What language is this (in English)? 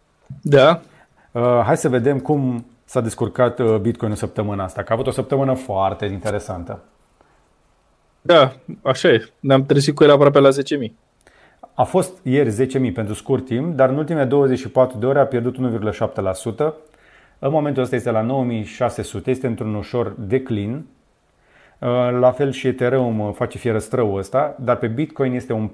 Romanian